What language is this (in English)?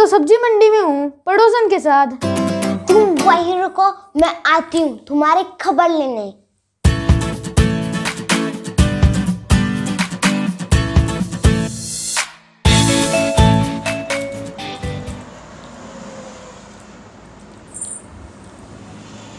Hindi